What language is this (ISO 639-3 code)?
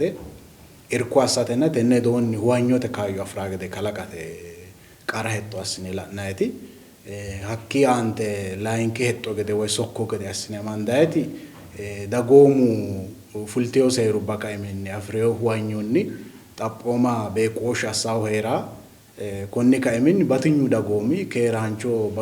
sid